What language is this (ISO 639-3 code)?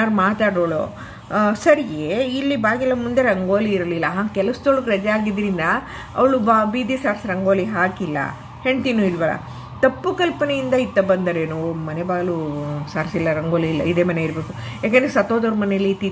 kan